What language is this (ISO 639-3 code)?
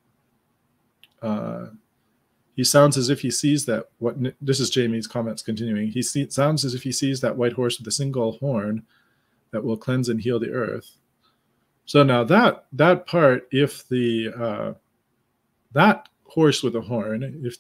eng